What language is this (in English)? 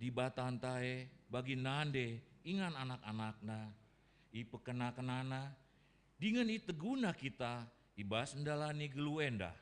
Batak Karo